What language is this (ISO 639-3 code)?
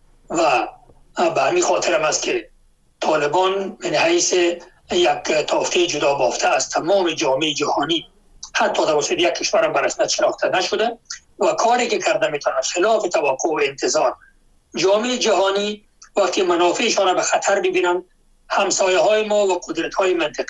fas